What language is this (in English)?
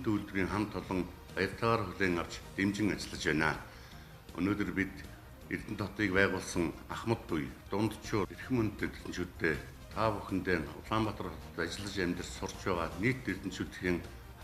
Mongolian